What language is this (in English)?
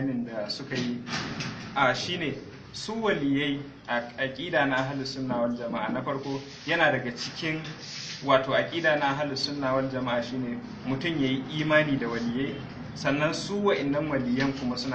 Hausa